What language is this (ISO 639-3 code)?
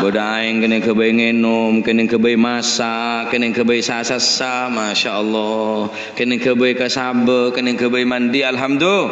mad